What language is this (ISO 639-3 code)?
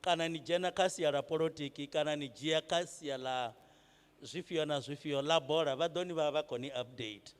ven